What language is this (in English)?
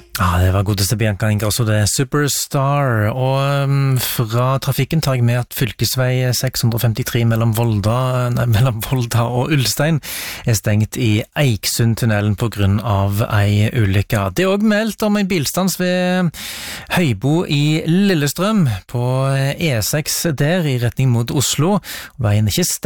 Norwegian